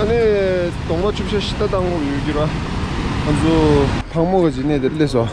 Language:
Tibetan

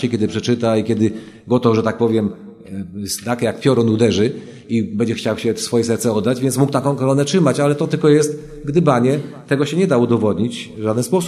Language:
Polish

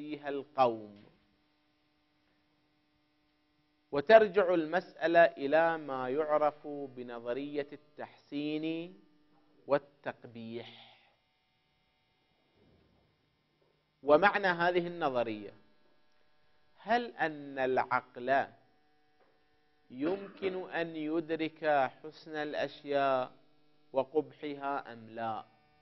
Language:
Arabic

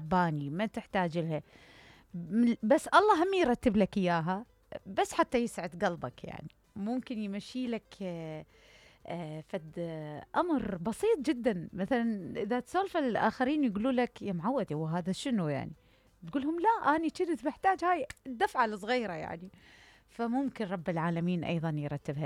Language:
Mesopotamian Arabic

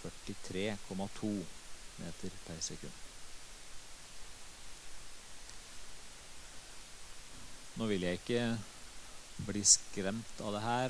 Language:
Norwegian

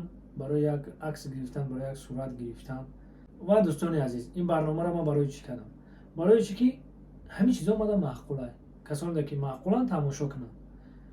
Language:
Tajik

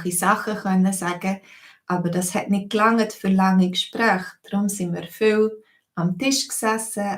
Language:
Swiss German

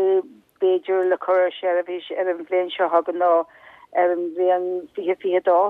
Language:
Irish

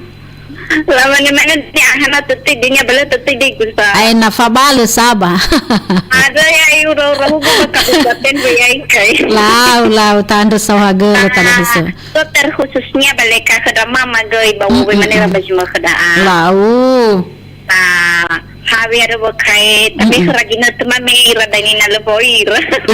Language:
Nias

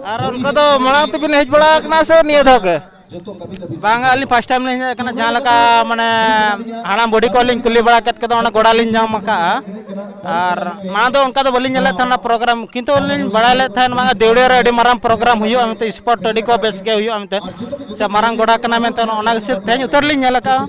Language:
Santali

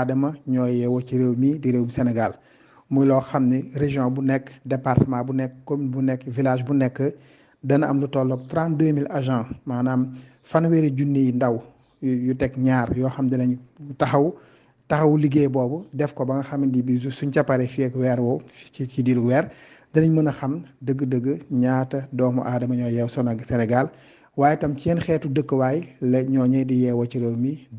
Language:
Wolof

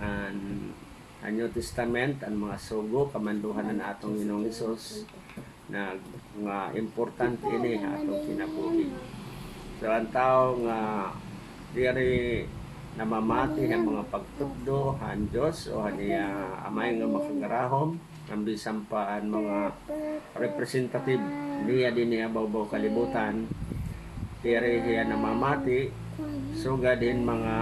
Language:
Waray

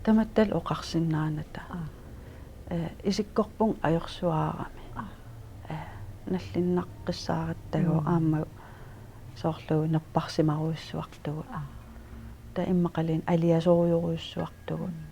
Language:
Kalaallisut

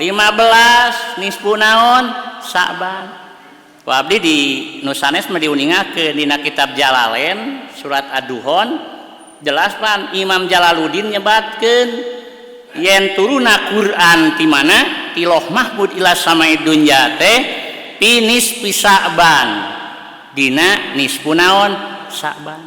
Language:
Sundanese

